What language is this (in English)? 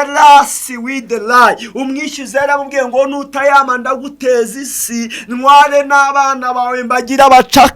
Kinyarwanda